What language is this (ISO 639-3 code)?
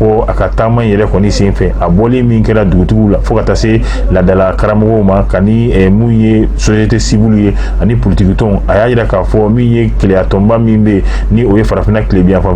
bam